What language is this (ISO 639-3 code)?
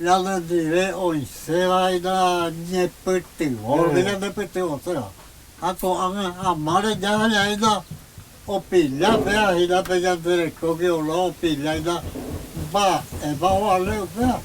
grn